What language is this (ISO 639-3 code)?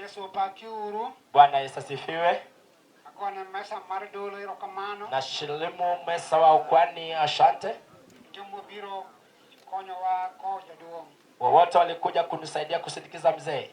luo